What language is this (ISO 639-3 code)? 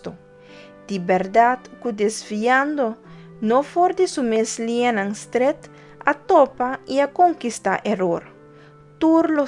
pap